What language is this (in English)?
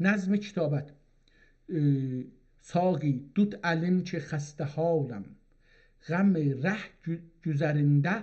South Azerbaijani